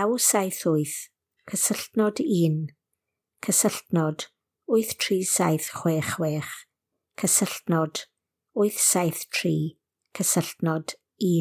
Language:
Welsh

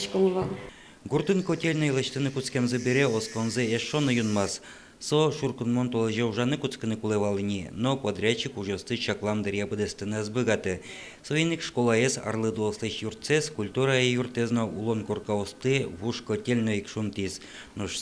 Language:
Udmurt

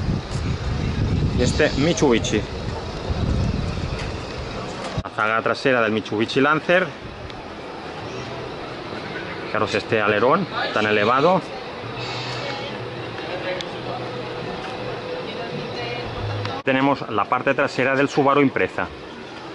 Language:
Spanish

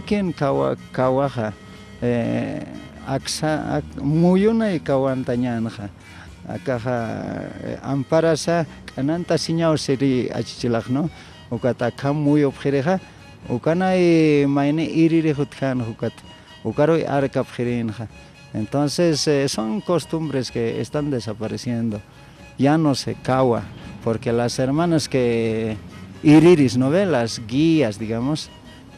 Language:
Aymara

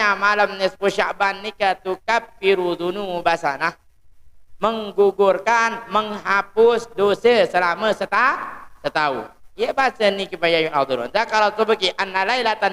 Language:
Sasak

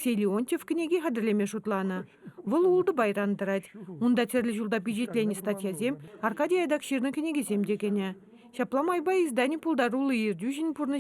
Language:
Chuvash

